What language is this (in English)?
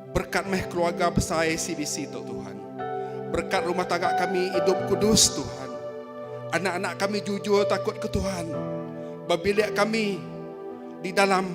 Iban